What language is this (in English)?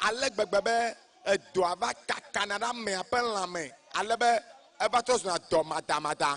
Ewe